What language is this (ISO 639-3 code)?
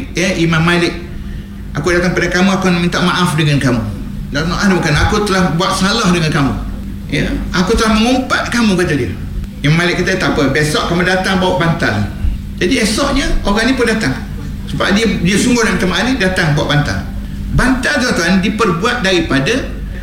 msa